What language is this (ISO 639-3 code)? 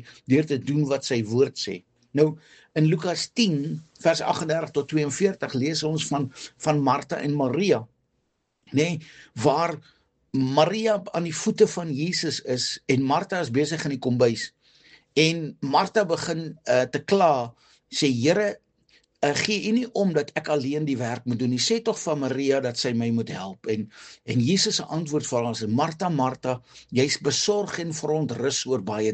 afr